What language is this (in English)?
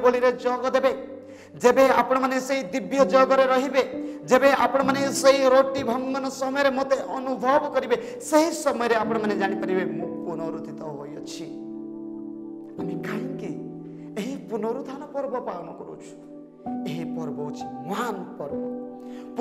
Odia